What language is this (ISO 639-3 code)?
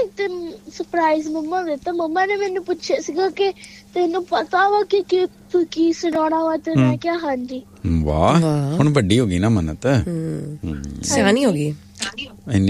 pan